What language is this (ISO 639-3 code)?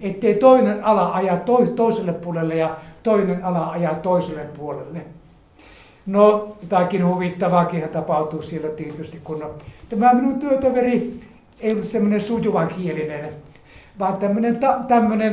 fin